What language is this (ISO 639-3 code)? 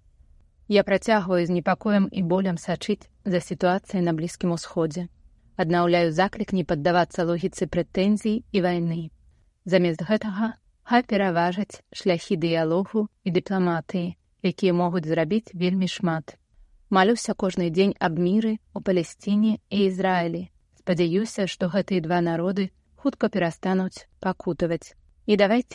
bel